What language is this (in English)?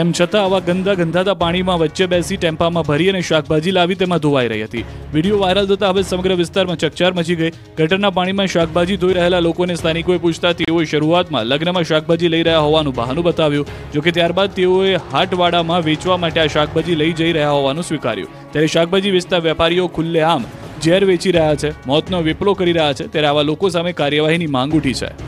Gujarati